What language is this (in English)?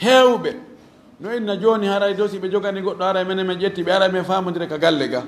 Fula